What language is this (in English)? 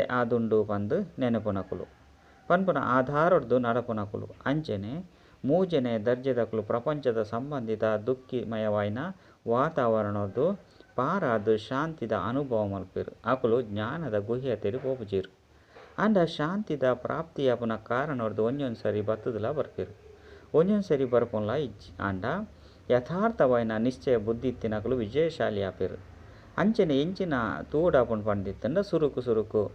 Tulu